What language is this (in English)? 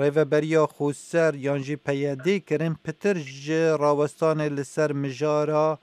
Kurdish